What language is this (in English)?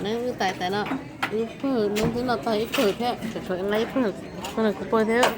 Hmong